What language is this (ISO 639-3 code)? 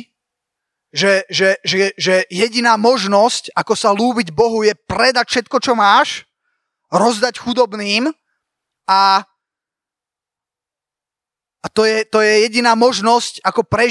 slk